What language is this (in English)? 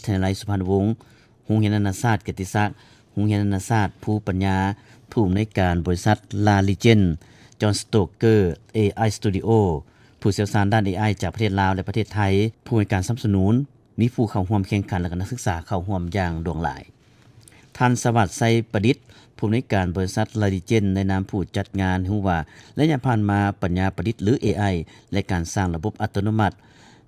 Lao